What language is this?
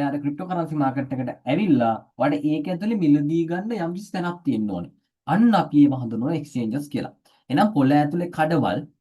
Sinhala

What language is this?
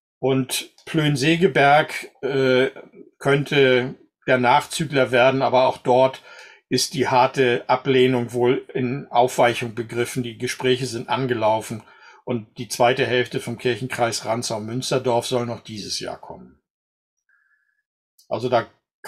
German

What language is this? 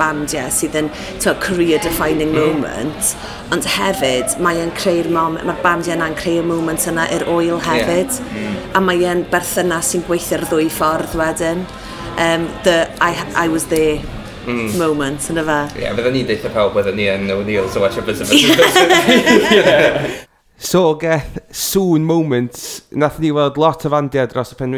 Welsh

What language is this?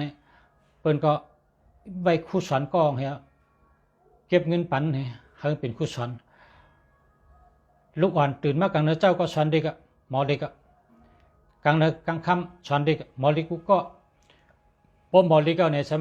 Shan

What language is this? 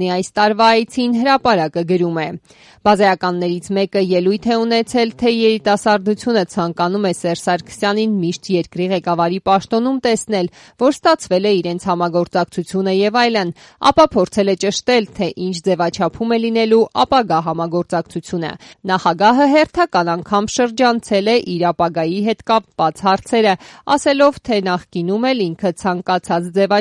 Armenian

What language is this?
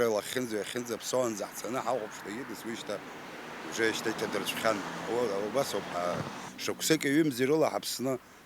Abkhazian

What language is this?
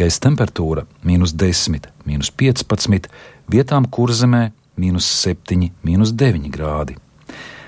Latvian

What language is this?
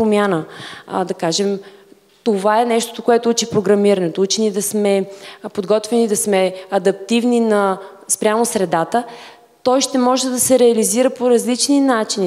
Bulgarian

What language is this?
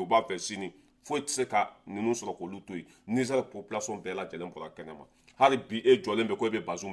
Bambara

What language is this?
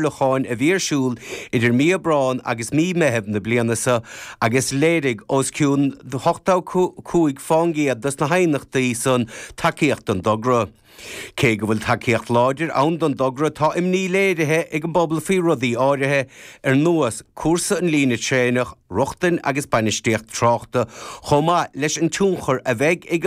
Irish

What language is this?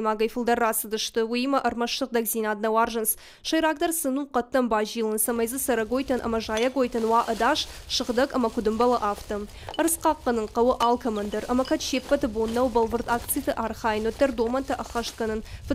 Ossetic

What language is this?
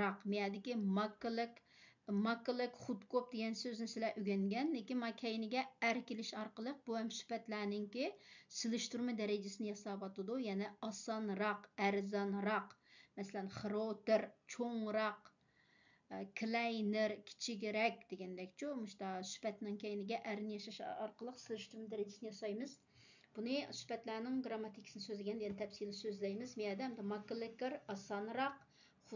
Uyghur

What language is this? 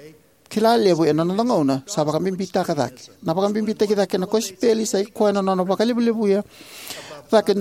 Fijian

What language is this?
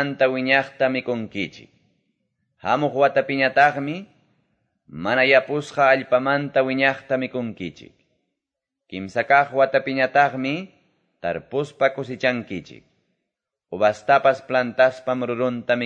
Quechua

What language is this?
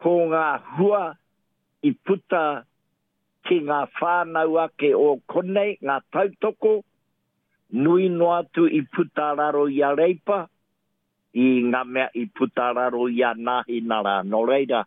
Māori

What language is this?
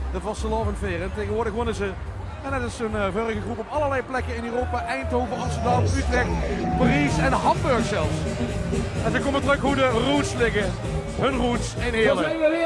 Limburgish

